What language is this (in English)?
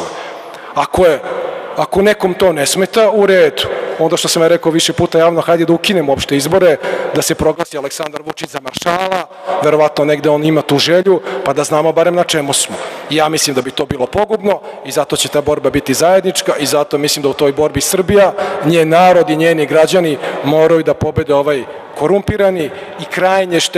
Serbian